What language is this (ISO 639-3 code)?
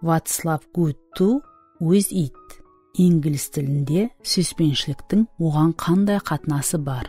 kaa